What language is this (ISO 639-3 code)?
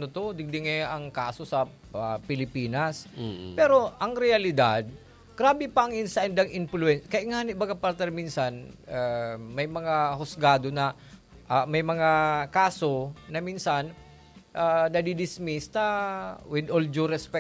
bik